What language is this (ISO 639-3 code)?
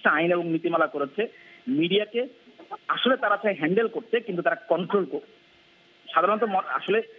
ben